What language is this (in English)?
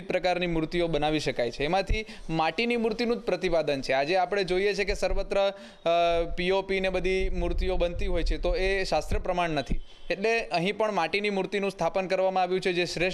Gujarati